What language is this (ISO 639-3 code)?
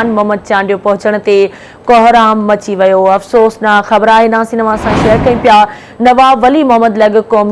snd